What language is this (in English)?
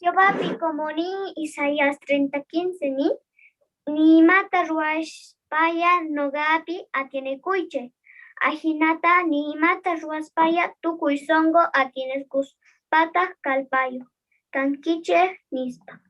South Bolivian Quechua